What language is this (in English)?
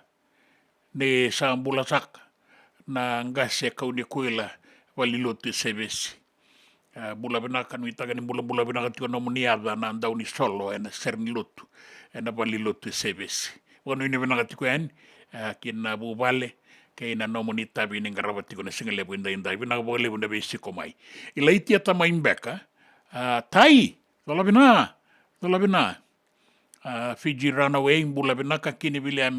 Fijian